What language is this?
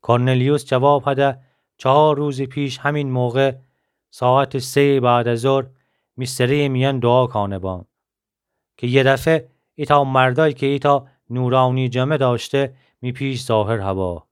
Gilaki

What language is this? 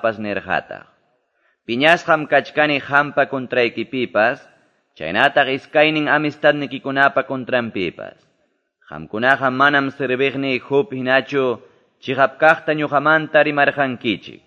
Quechua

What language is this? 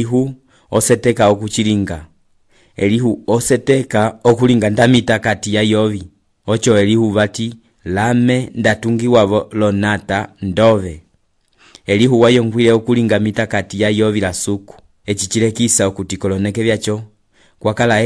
Umbundu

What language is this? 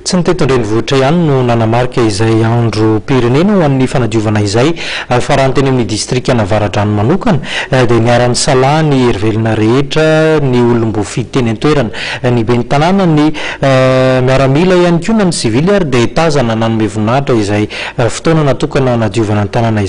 Malagasy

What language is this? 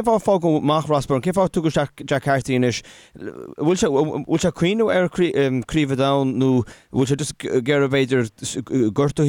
Irish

